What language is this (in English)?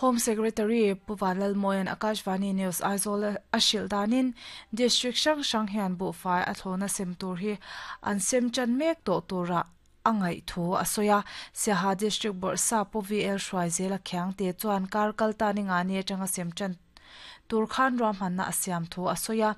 Mizo